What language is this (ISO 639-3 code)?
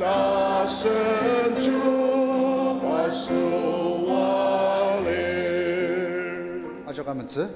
njo